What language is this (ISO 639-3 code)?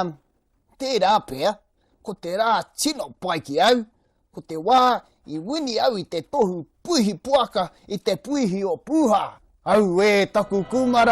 mri